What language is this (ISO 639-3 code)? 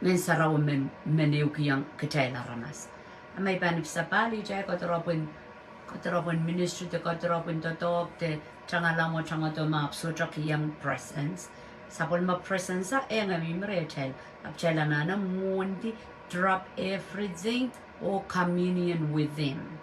pon